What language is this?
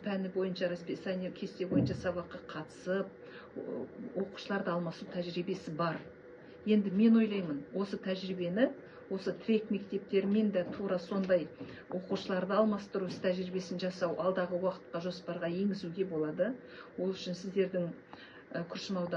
Kazakh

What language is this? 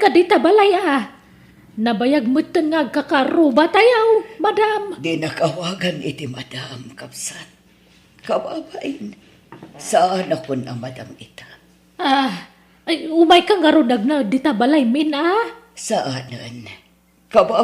Iloko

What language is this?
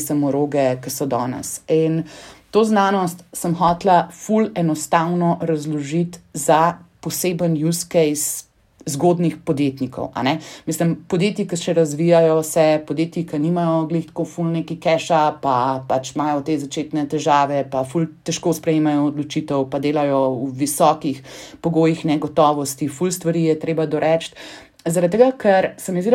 Slovenian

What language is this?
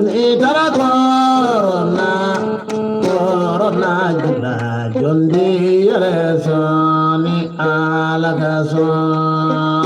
Bambara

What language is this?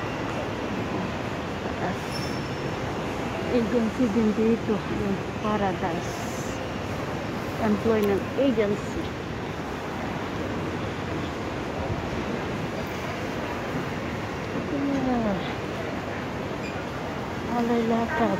Filipino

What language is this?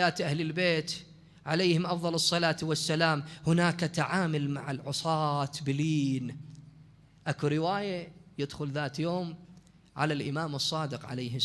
Mesopotamian Arabic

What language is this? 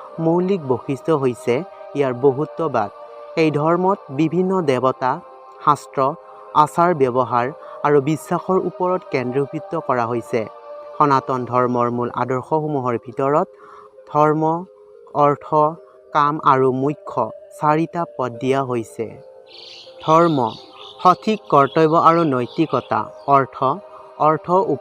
Assamese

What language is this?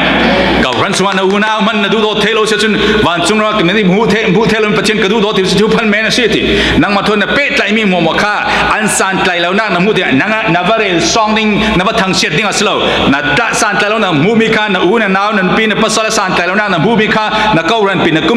Falam Chin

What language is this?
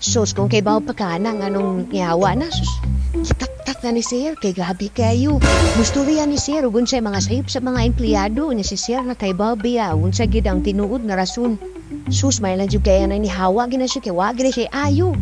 Cebuano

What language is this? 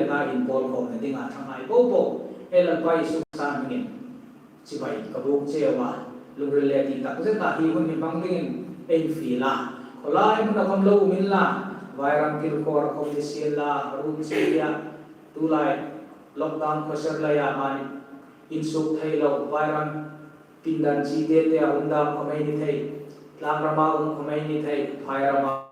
Hmar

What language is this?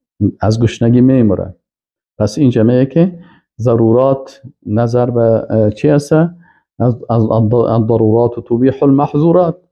Persian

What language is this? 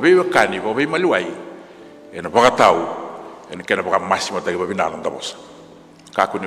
Fijian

